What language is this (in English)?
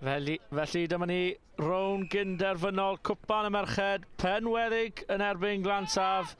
Welsh